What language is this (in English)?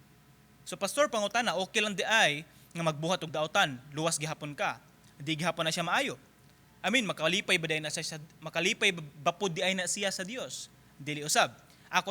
Cebuano